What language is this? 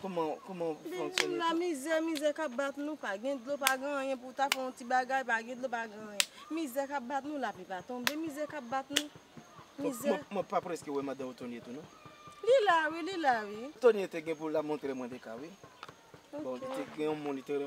Haitian Creole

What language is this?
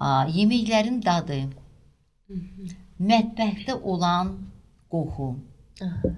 Azerbaijani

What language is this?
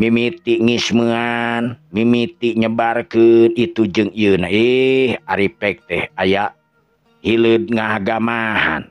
Sundanese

